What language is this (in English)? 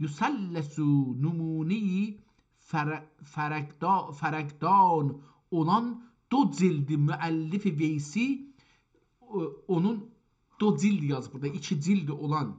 South Azerbaijani